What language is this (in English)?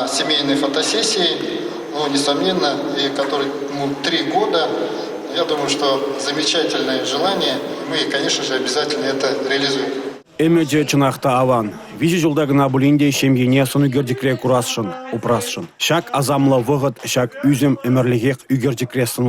Chuvash